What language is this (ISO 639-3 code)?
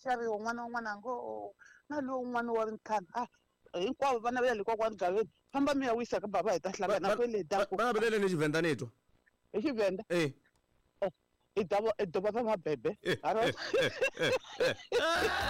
tso